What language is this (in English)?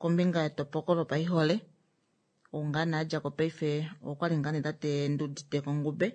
Kuanyama